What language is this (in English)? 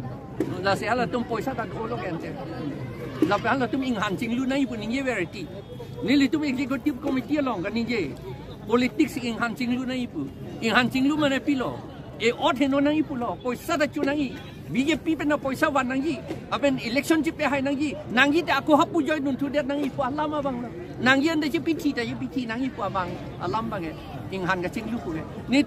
Karbi